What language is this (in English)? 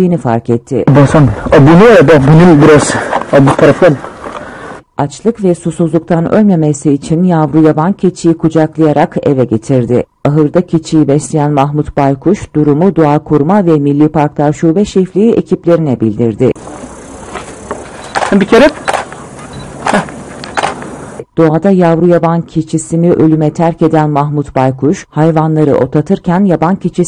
Turkish